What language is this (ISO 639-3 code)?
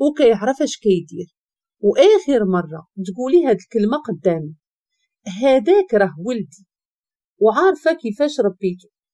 ary